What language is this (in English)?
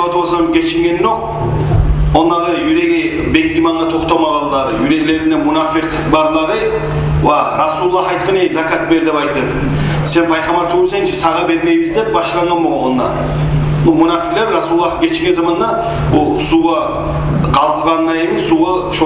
Kumyk